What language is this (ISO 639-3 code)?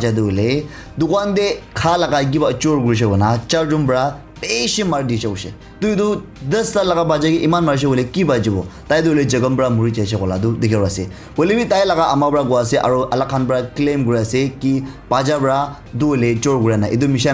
nag